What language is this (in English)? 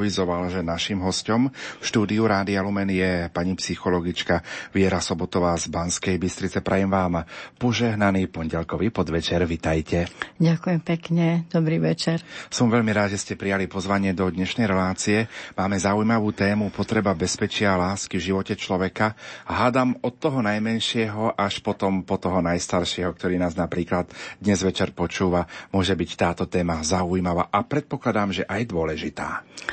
Slovak